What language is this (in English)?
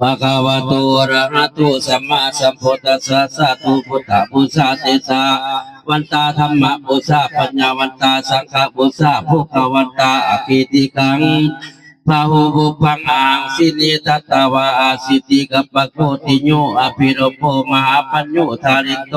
Northeastern Thai